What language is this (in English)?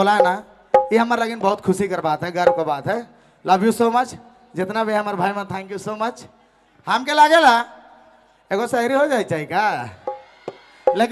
Sadri